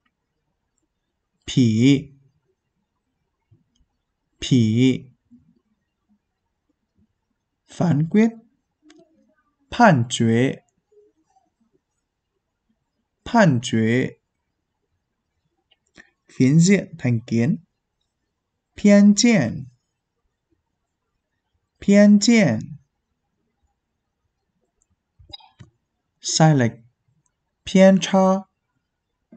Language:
Vietnamese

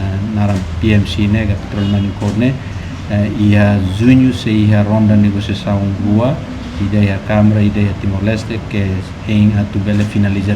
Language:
Tetum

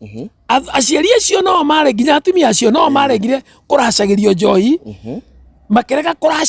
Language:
Kikuyu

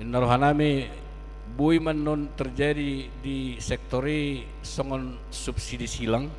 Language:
Batak Toba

